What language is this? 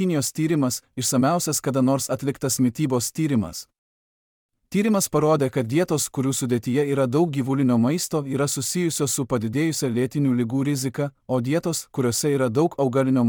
Lithuanian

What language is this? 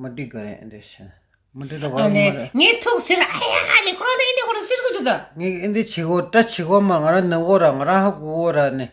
Tibetan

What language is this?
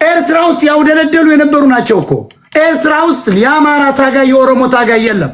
Amharic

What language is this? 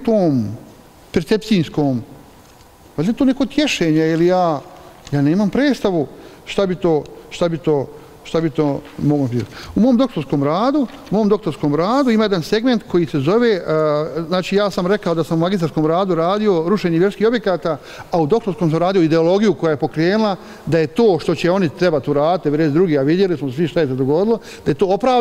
Bosnian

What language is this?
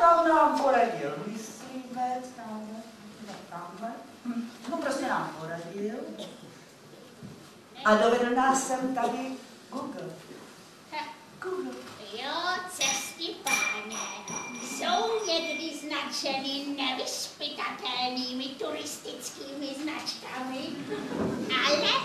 Czech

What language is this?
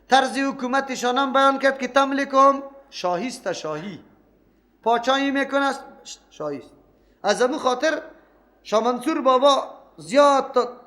Persian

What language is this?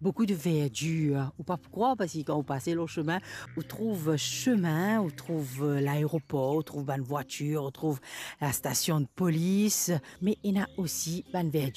Morisyen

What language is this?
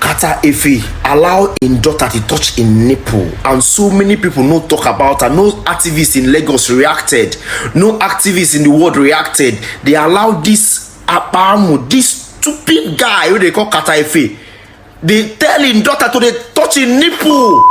Nigerian Pidgin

